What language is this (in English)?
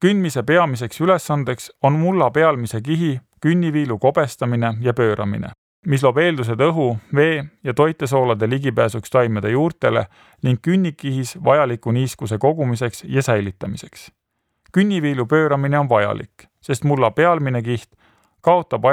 Estonian